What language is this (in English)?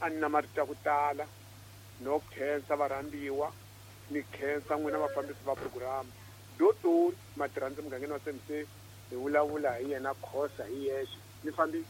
Tsonga